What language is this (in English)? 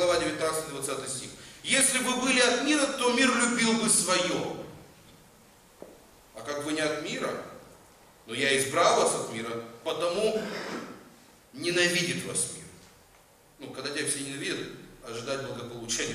Russian